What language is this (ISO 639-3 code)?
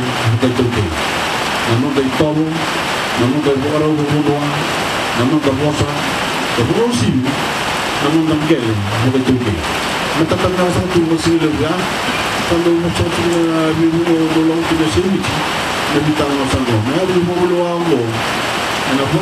fij